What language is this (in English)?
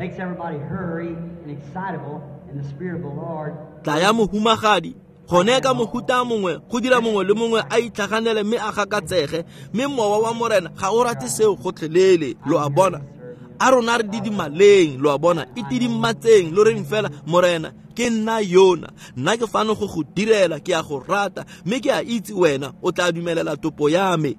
Tswana